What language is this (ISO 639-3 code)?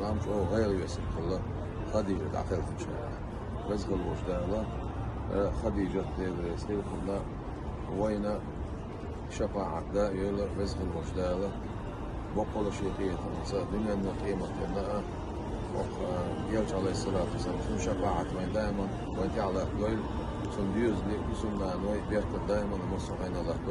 che